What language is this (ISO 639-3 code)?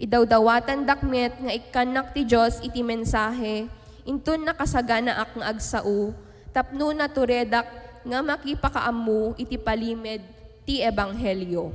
ilo